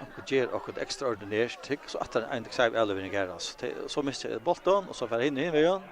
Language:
Faroese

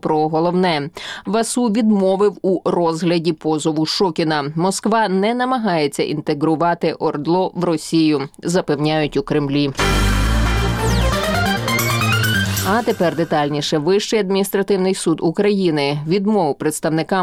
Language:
Ukrainian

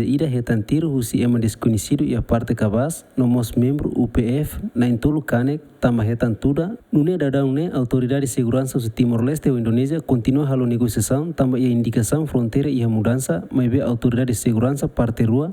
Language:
Tetum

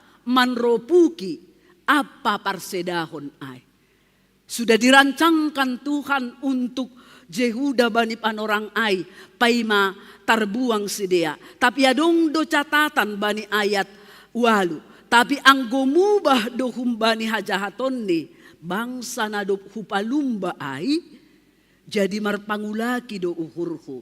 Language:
Batak Simalungun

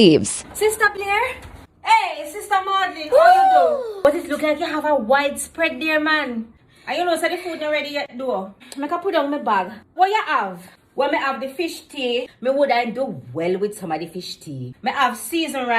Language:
Jamaican Creole English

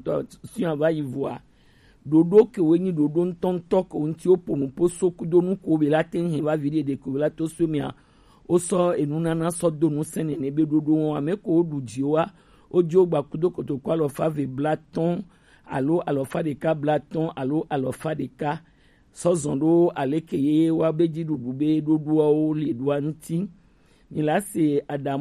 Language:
Gen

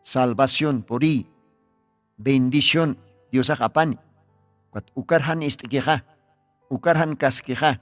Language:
Aymara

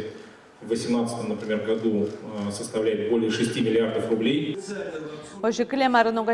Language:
Udmurt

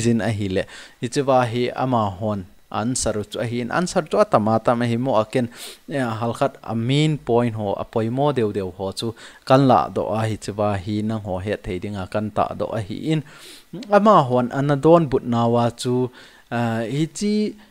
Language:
Thado Chin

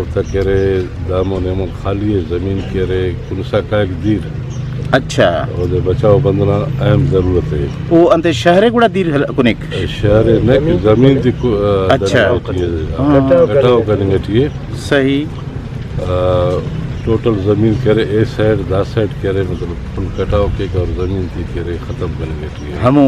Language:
Brahui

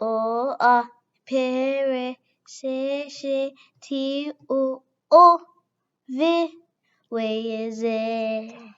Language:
Igbo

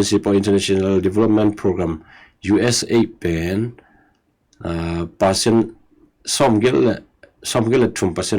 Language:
Tedim Chin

